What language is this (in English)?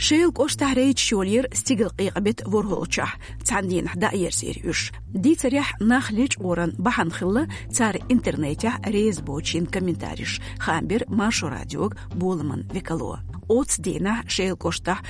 Chechen